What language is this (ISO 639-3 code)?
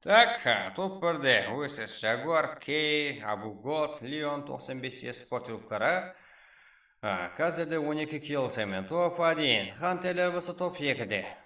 kaa